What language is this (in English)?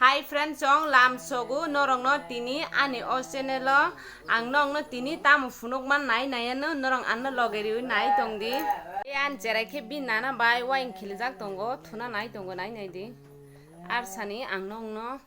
Kok Borok